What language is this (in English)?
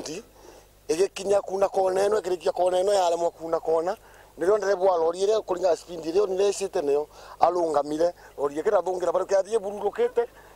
Meru